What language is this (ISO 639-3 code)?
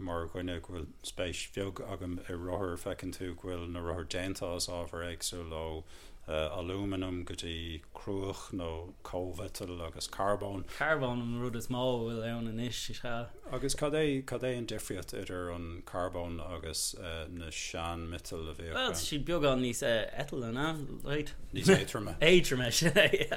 gle